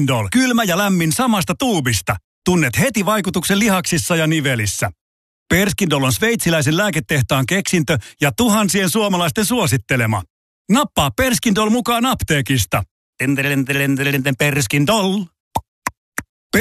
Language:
Finnish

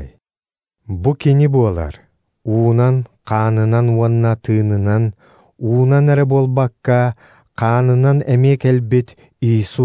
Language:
Yakut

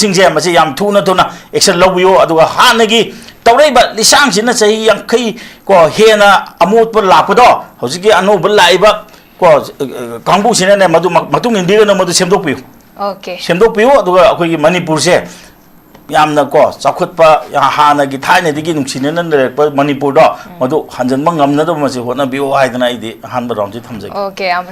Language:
Manipuri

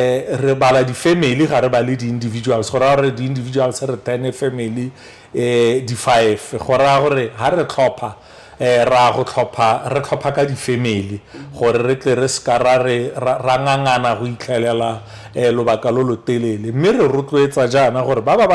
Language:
Tswana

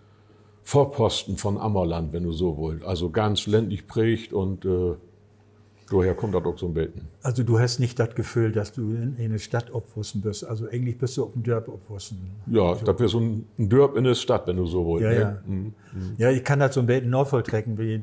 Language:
Low German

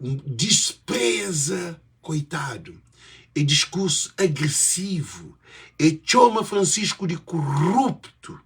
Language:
Kabuverdianu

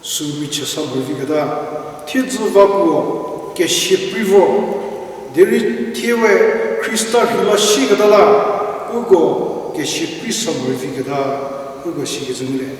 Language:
Angami Naga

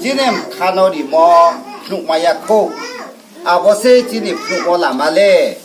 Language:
Riang (India)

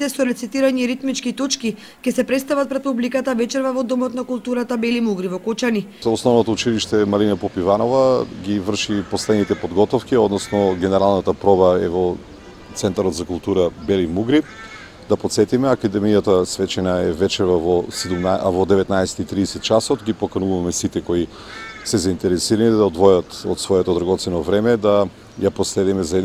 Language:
Macedonian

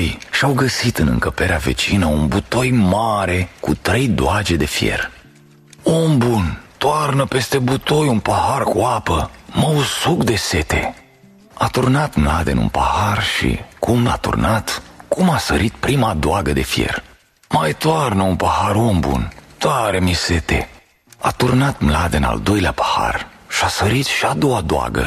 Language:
Romanian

